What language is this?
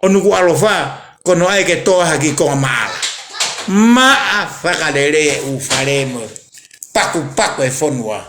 Tongan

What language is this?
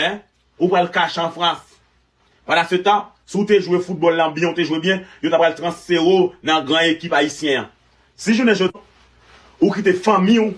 Haitian Creole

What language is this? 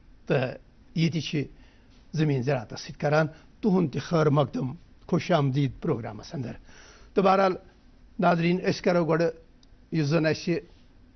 Kashmiri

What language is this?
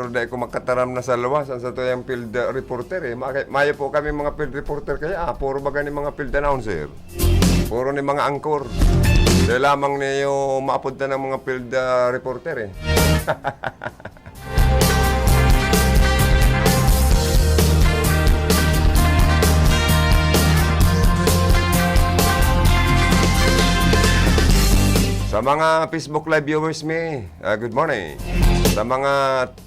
Bikol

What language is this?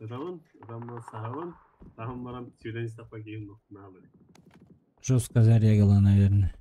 Yakut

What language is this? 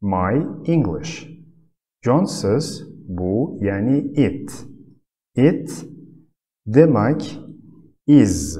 Uzbek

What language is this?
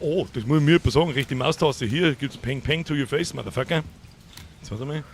Bavarian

